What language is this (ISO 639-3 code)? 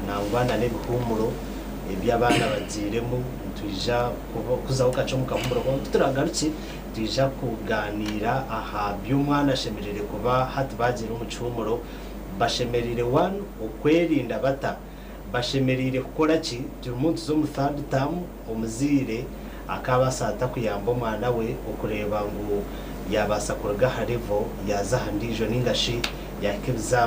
nyn